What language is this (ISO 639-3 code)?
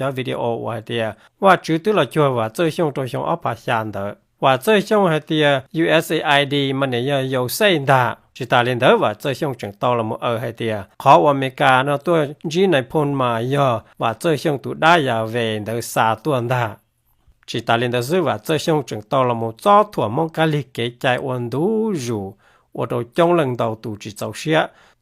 hmn